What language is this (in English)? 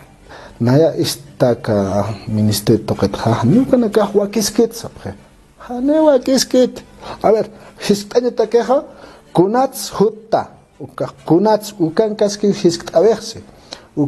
Aymara